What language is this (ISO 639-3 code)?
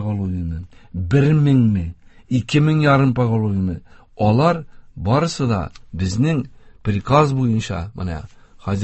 tat